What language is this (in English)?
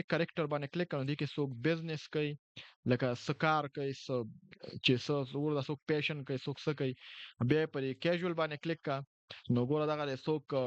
Pashto